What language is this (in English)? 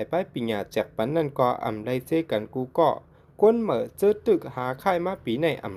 Shan